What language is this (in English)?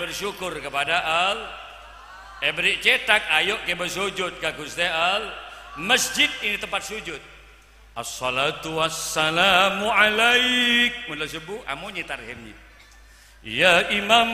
Madurese